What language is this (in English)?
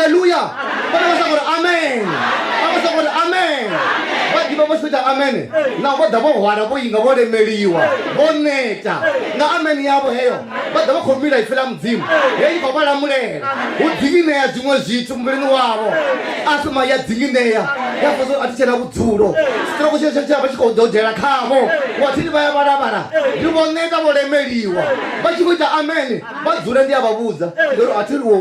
Venda